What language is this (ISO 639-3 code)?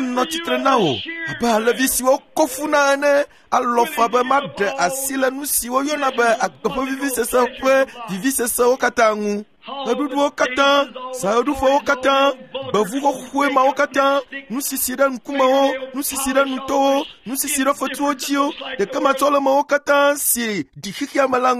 ewe